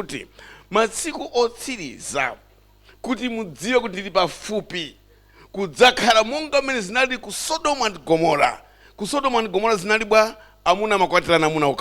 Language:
Nyanja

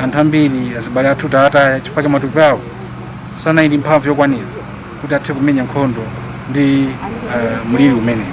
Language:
Nyanja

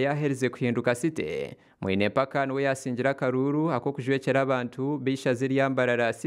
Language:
Nyankole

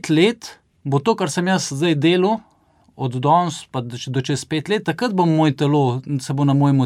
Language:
Slovenian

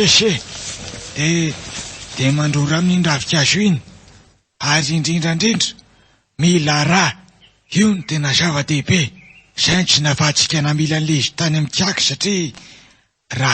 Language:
Malagasy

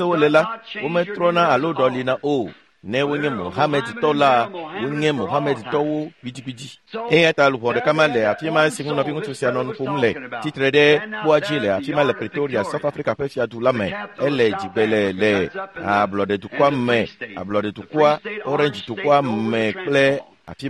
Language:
Ewe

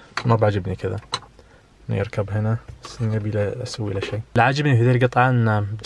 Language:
Najdi Arabic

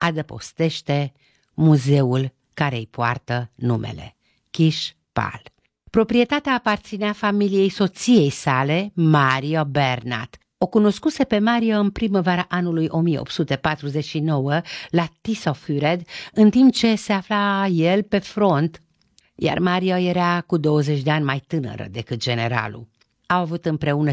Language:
Romanian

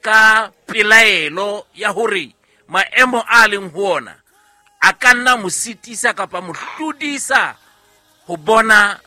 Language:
Southern Sotho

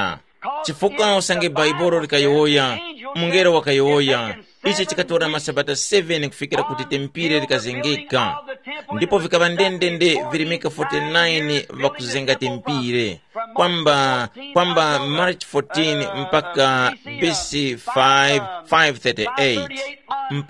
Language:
Tumbuka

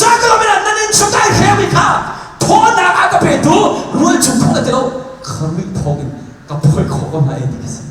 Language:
Hakha Chin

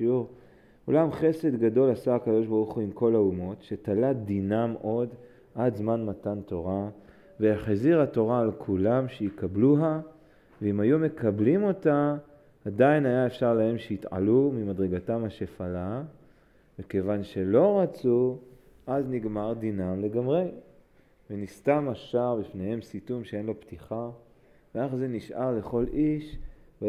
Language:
Hebrew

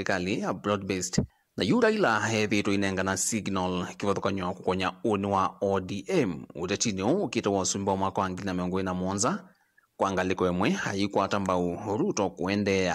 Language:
Kamba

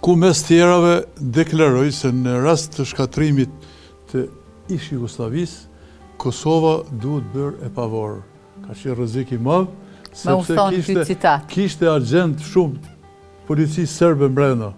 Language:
Albanian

